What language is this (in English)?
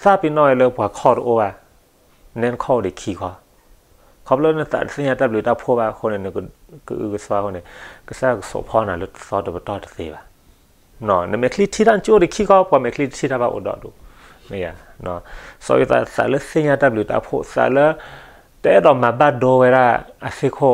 S'gaw Karen